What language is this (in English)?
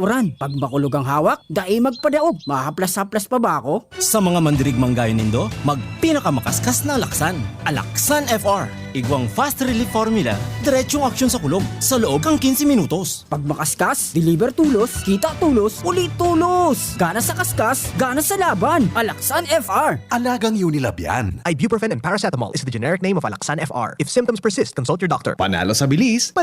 Bikol